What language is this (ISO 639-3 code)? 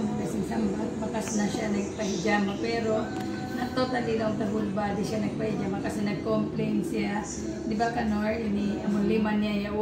tsg